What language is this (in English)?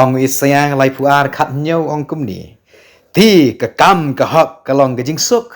Khasi